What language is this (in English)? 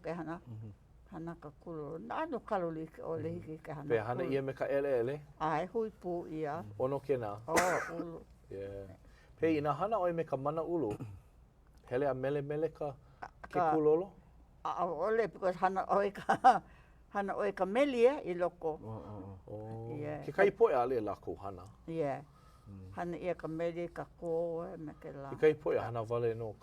Hawaiian